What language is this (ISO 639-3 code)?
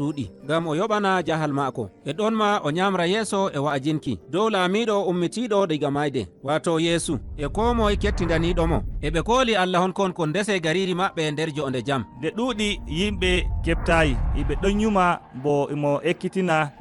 fuv